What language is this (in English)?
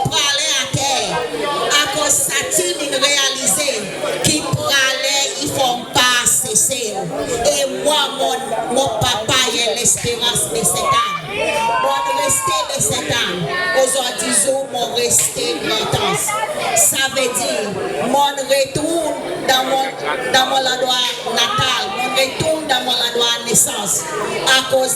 Seselwa Creole French